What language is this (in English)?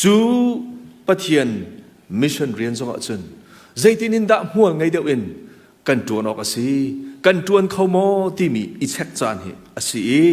Hakha Chin